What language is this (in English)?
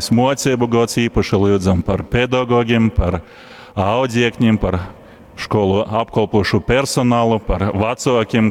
Latgalian